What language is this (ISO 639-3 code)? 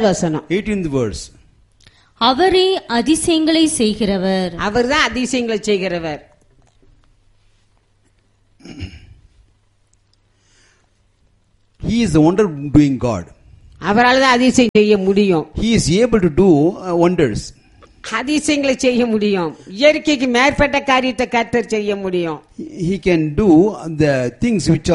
tam